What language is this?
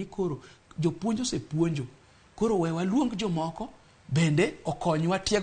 Luo (Kenya and Tanzania)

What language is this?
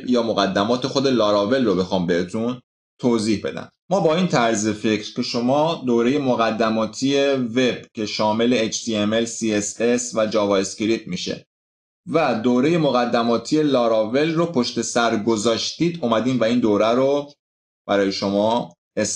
Persian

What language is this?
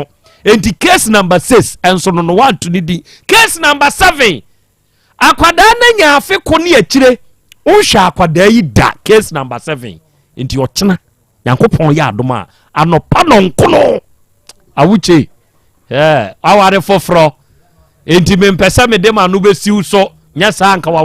Akan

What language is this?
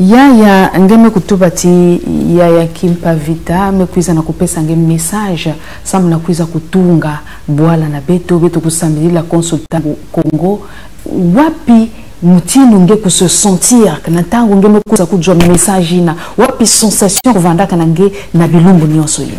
Kituba (Congo)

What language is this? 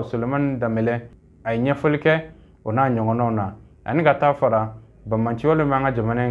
Bambara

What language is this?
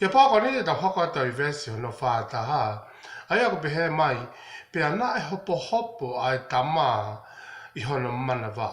Tongan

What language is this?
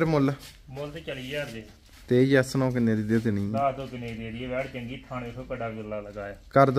Punjabi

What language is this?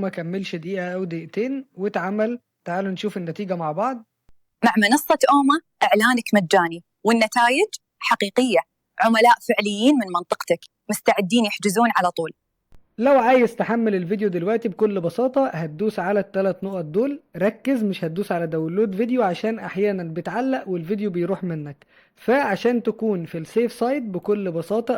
Egyptian Arabic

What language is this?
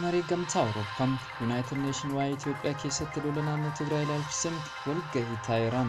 Oromo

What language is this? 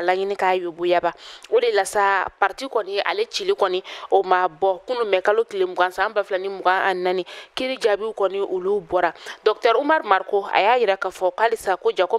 Bambara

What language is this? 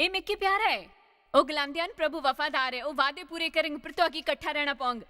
Dogri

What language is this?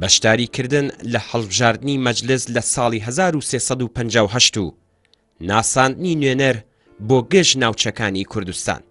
Central Kurdish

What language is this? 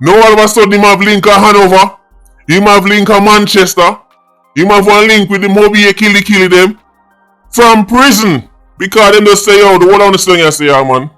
Jamaican Creole English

